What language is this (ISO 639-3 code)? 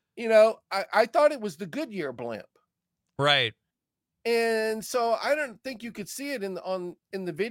eng